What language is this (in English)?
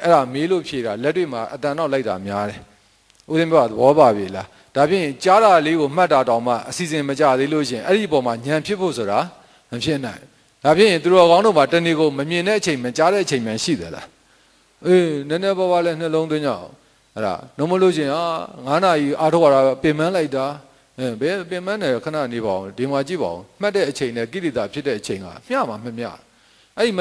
Burmese